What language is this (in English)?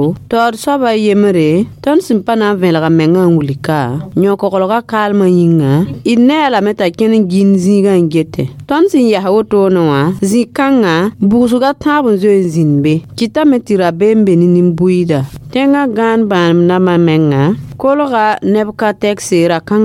Mossi